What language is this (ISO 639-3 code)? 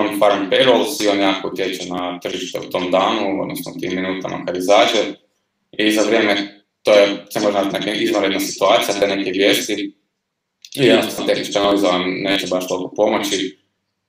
hrv